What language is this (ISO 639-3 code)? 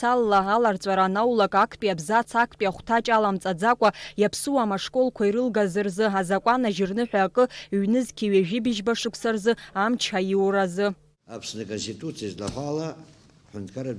abk